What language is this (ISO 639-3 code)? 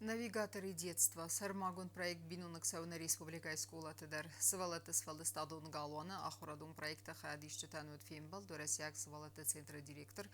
oss